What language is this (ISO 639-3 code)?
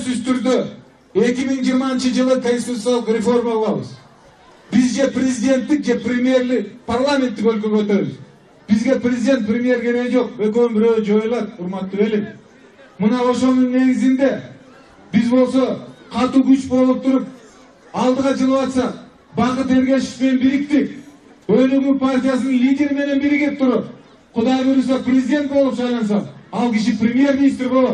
kir